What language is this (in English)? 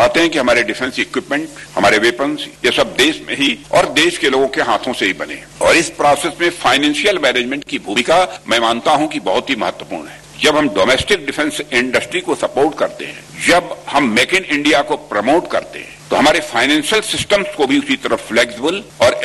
Hindi